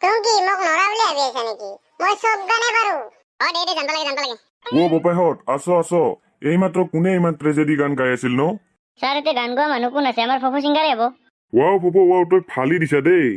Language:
Assamese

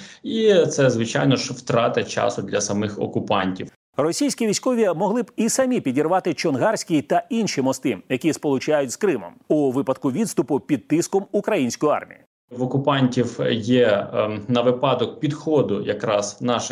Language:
Ukrainian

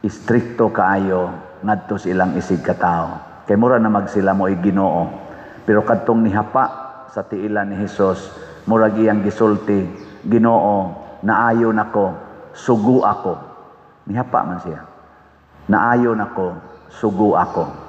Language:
Cebuano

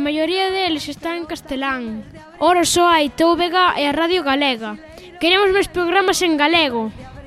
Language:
Galician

